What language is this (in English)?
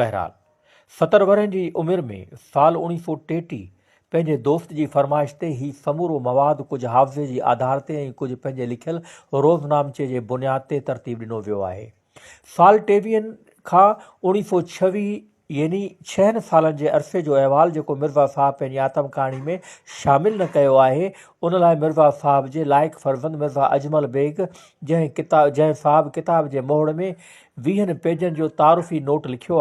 Sindhi